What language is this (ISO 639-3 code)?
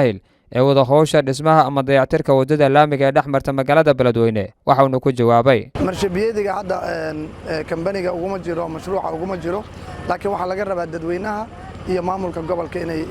som